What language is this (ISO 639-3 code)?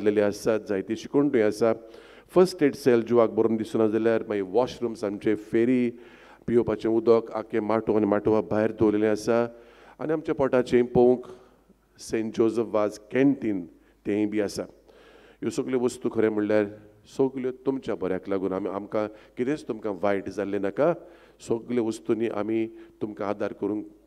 kok